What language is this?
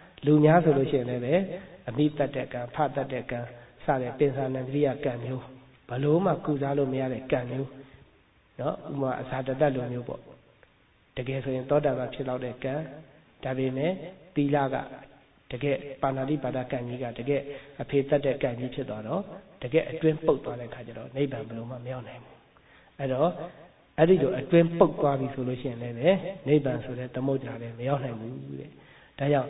Burmese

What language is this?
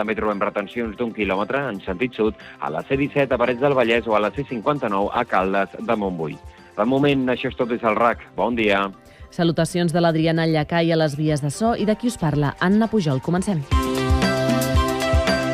Catalan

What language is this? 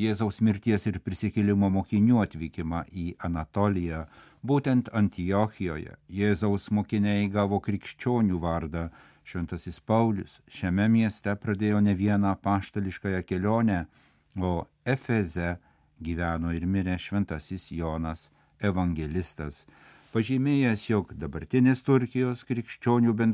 Lithuanian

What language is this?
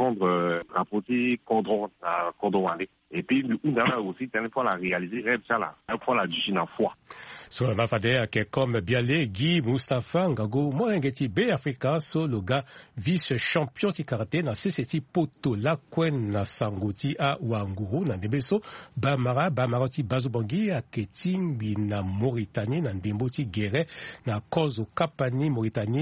Sango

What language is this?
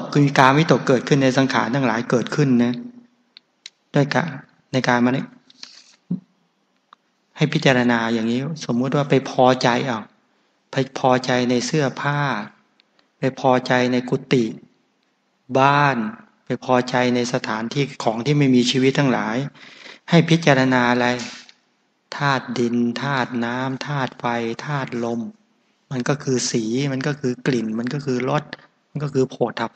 Thai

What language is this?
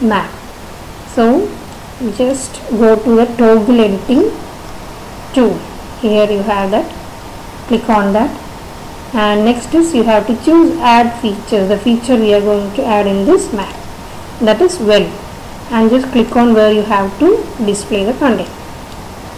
English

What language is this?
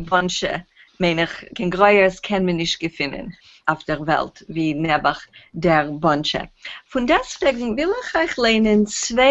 Yiddish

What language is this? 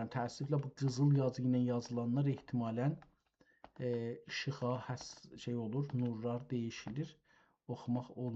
South Azerbaijani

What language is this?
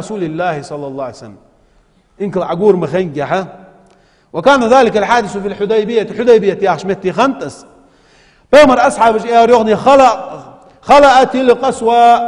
Ingush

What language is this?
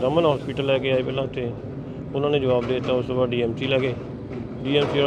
Punjabi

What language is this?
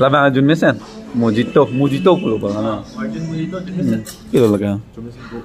Karbi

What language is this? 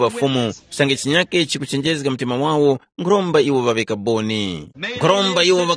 Tumbuka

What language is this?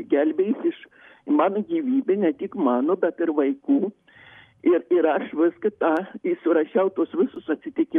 Lithuanian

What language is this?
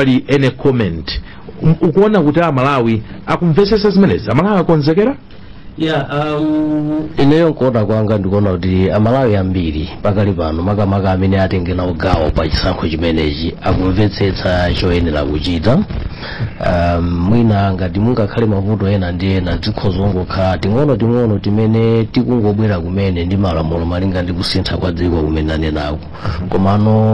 Nyanja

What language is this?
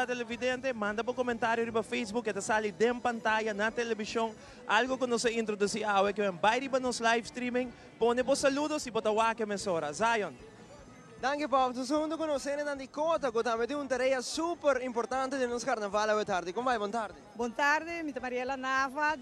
Papiamento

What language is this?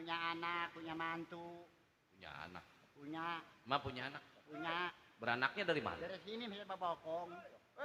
Betawi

